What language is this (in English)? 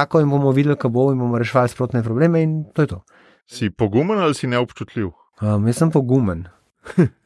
Slovenian